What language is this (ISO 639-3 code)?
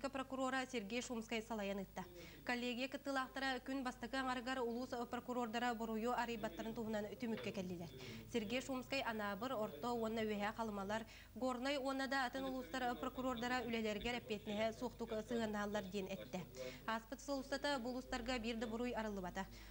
sah